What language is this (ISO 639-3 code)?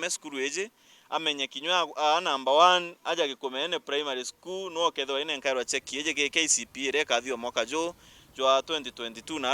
mer